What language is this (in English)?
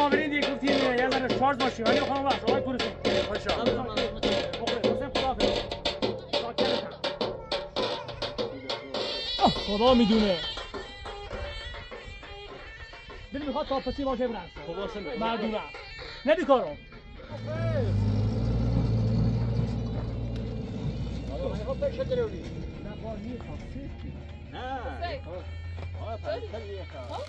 Persian